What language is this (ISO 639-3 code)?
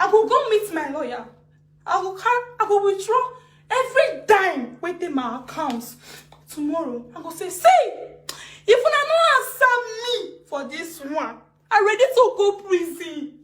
pcm